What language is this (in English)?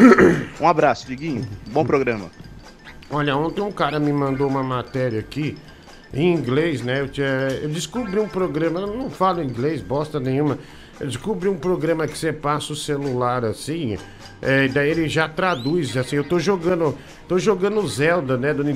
Portuguese